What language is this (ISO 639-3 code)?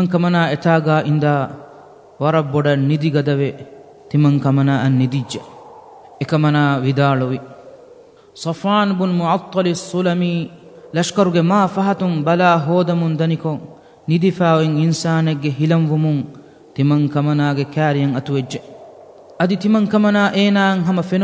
div